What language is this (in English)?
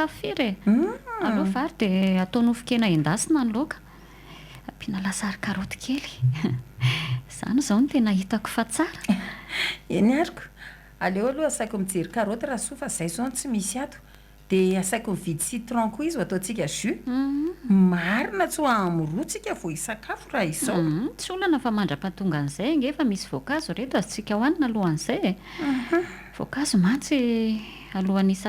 Malagasy